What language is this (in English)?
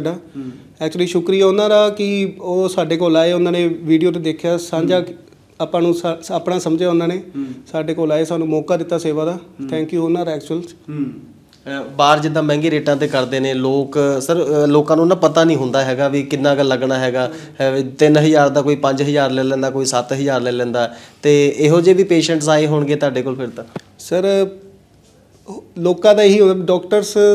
Punjabi